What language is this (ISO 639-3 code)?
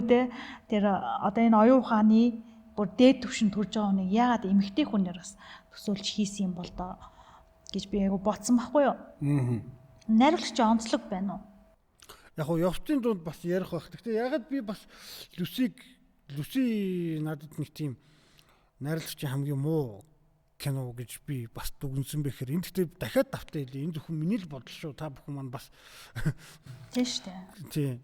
mon